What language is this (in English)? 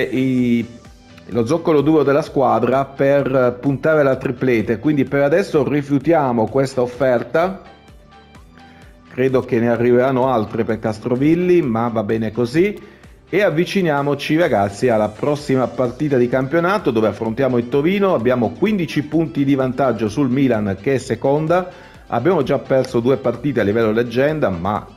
Italian